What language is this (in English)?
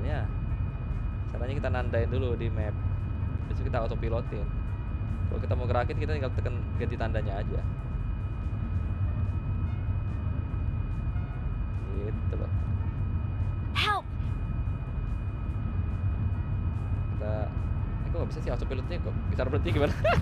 Indonesian